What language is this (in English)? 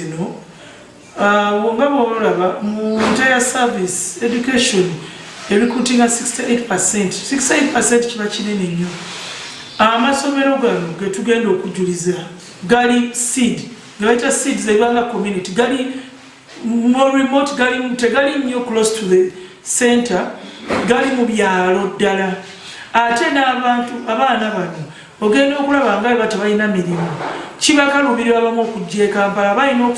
Nyankole